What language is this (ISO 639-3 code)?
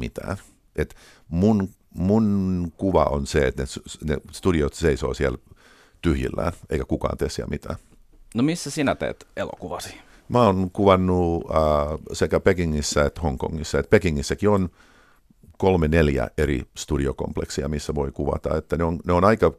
fin